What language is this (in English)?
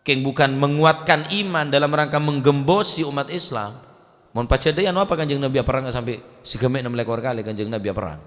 Madurese